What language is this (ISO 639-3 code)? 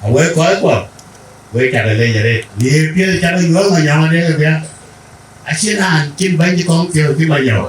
din